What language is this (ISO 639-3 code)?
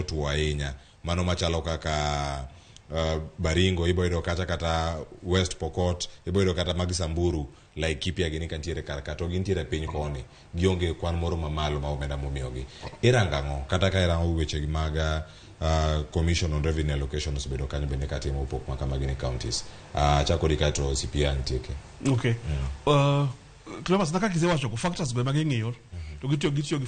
luo